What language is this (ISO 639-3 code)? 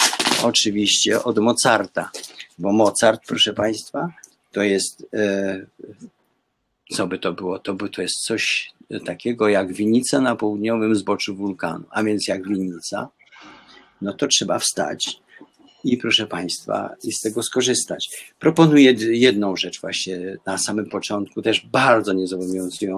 pol